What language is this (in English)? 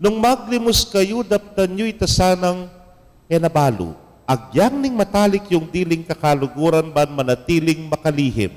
Pampanga